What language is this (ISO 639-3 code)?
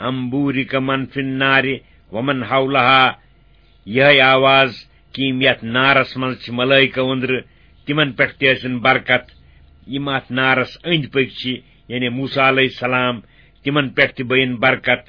kas